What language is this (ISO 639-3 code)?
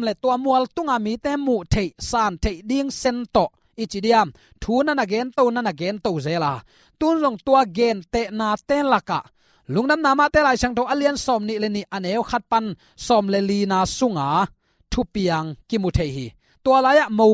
ctd